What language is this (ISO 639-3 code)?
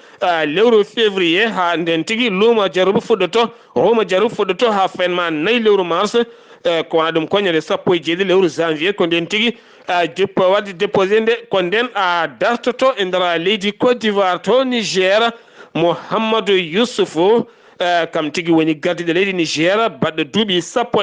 ful